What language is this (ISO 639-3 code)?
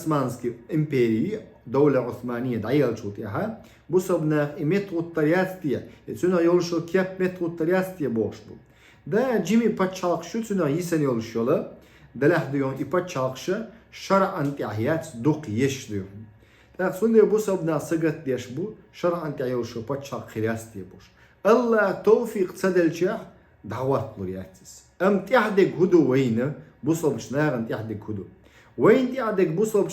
che